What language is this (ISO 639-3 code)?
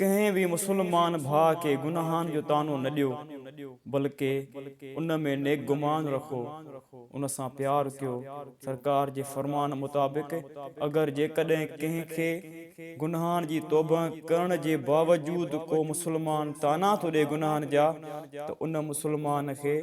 snd